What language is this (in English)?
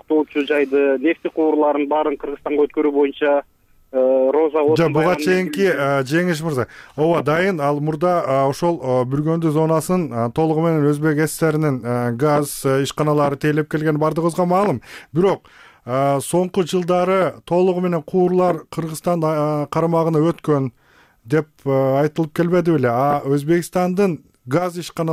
Kyrgyz